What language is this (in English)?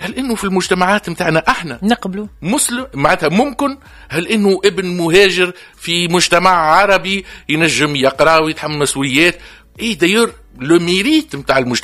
Tunisian Arabic